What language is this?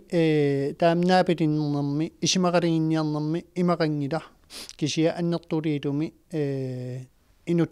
Kalaallisut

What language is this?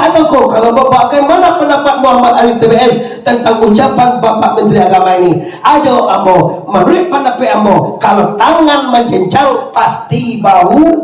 Minangkabau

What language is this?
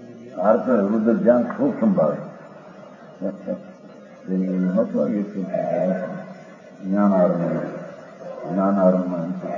Gujarati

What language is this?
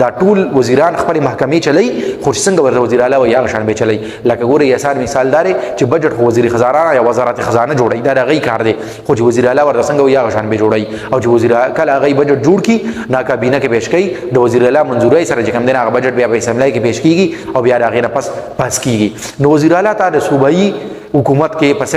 Pashto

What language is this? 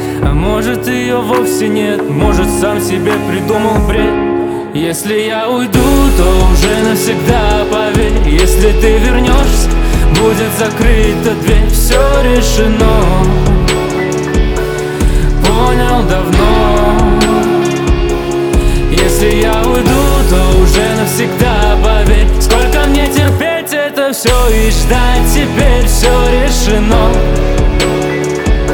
Russian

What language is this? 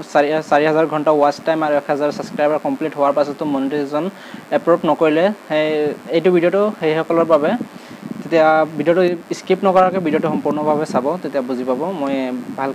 Assamese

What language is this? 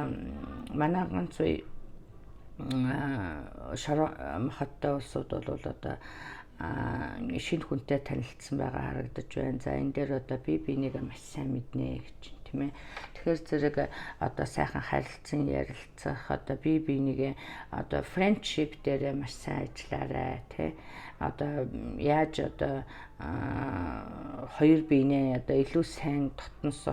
Mongolian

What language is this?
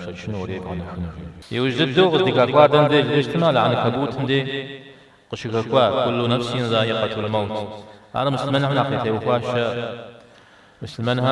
Kabardian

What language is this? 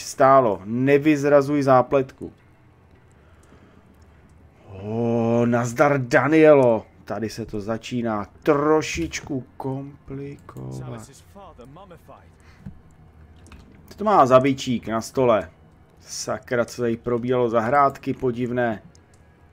Czech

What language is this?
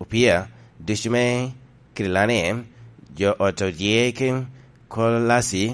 Lango (Uganda)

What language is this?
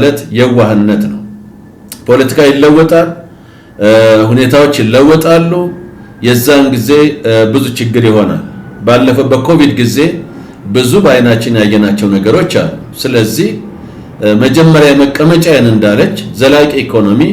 Amharic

